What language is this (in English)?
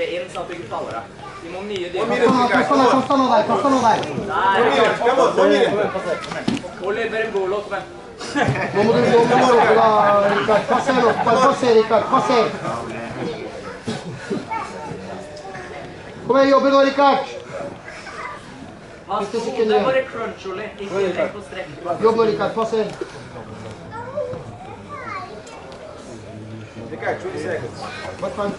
Norwegian